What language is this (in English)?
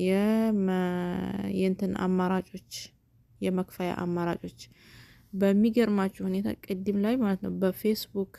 Amharic